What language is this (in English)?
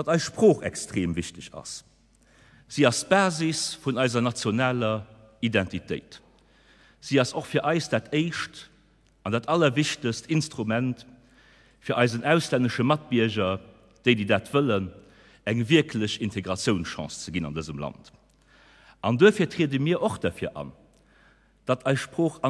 Luxembourgish